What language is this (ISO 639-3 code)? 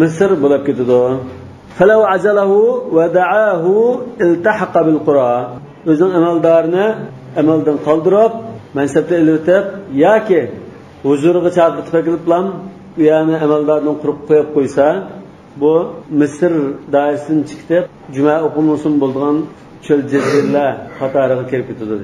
uig